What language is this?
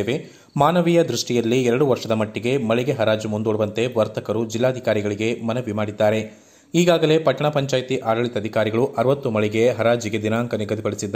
Kannada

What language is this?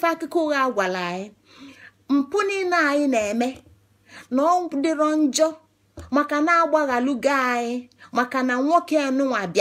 Igbo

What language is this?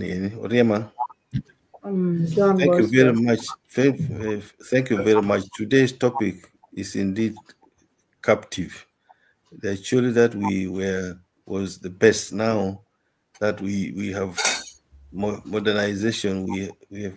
Acoli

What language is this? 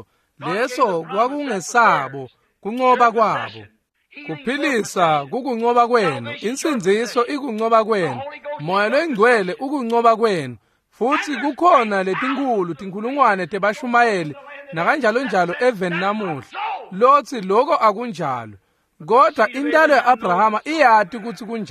Swati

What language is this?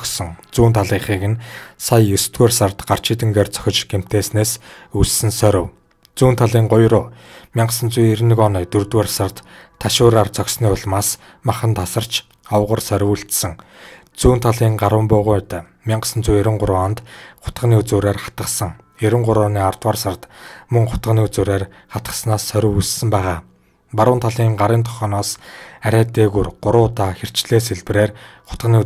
Mongolian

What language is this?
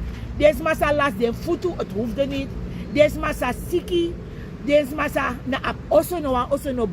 Sranan Tongo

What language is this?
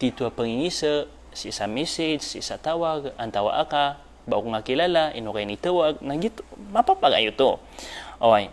Maranao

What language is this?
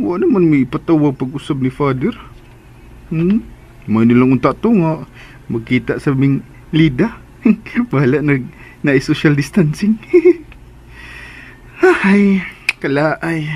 Cebuano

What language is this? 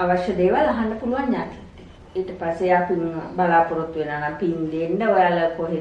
Sinhala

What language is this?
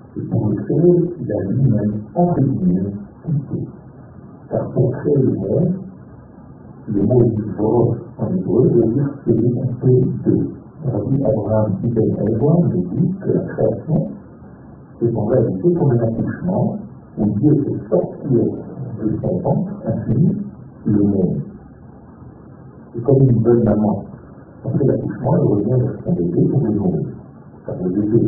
French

